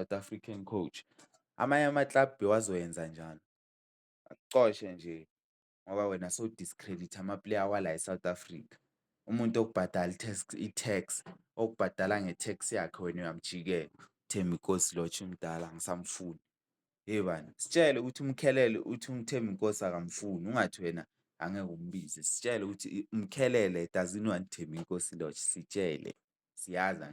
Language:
Zulu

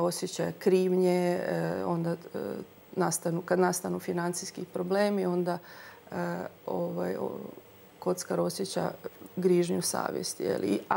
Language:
Croatian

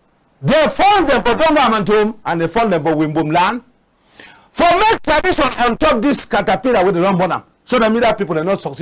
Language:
Cameroon Pidgin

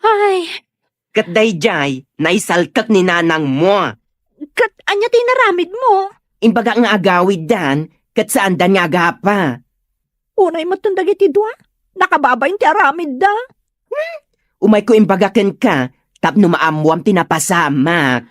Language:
Iloko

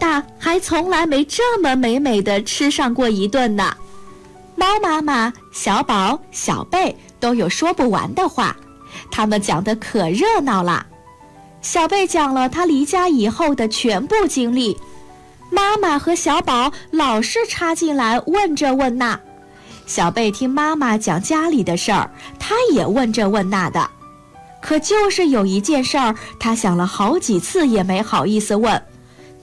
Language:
Chinese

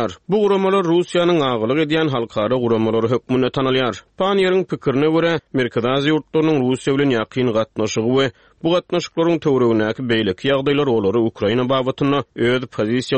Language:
Turkmen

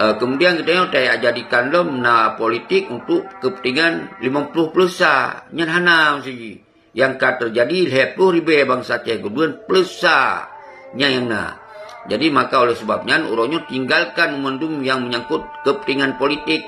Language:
Achinese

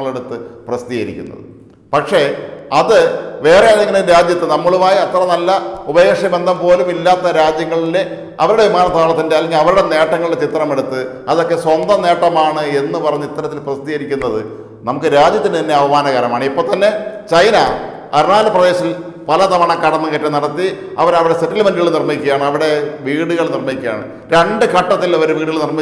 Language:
Malayalam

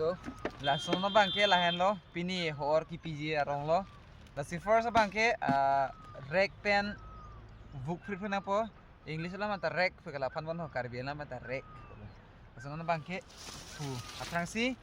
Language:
Karbi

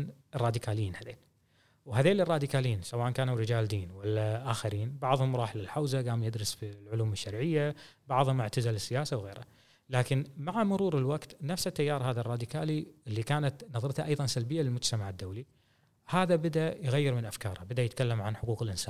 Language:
Gulf Arabic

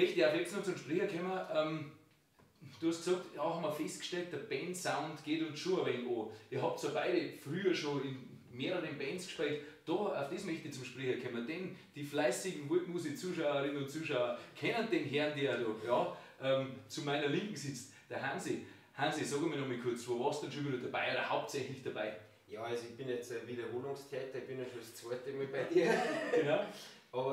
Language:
Bavarian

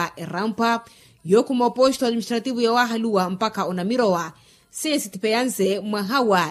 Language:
Makhuwa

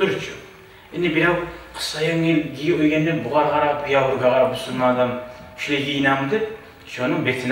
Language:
Kumyk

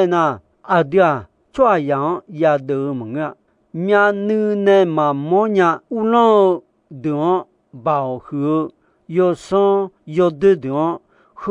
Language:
Akha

